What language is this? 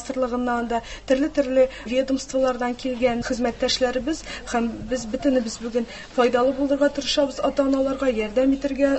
Tatar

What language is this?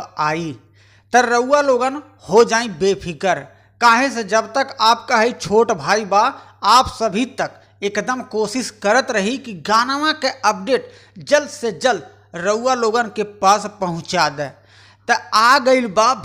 Bhojpuri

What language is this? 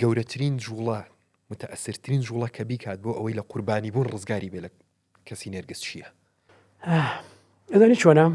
Central Kurdish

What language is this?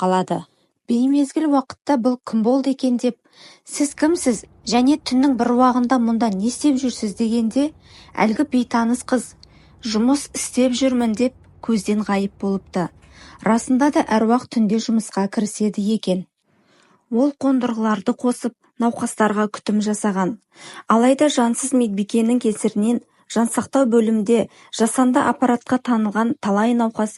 Kazakh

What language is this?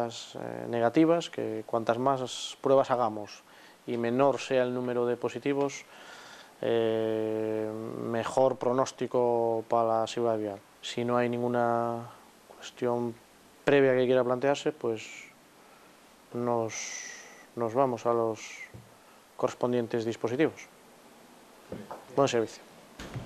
Spanish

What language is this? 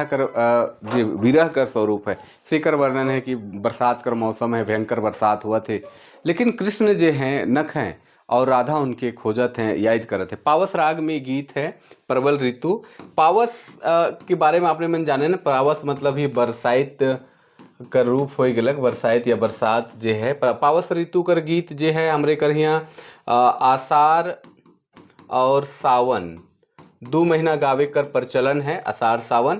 Sadri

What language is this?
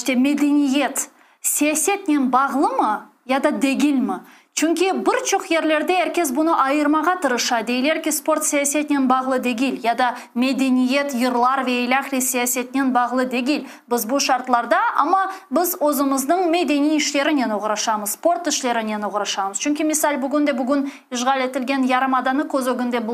Crimean Tatar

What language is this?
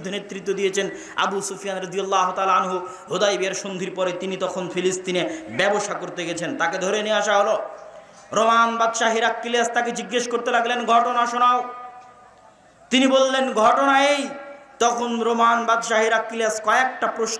Bangla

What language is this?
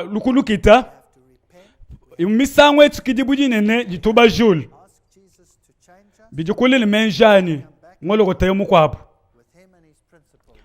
Luba-Lulua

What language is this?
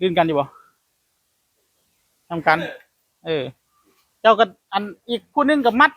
Northeastern Thai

